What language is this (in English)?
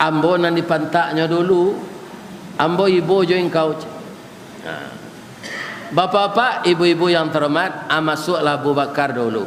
Minangkabau